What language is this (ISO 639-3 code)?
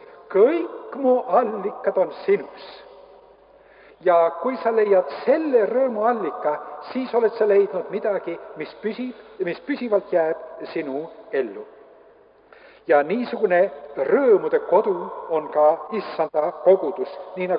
est